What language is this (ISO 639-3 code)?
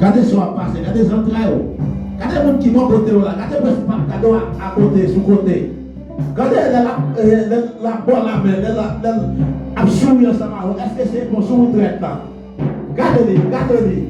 hat